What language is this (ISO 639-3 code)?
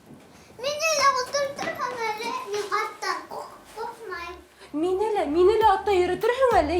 bak